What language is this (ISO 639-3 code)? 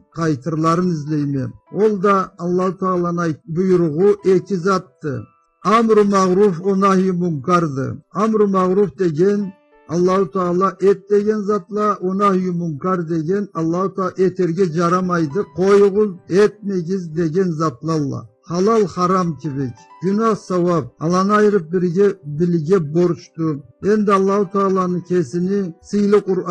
krc